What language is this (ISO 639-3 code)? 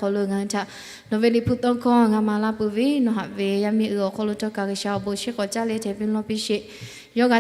lhu